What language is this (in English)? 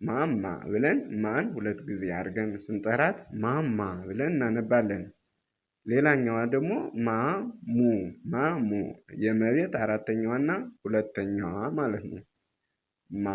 Amharic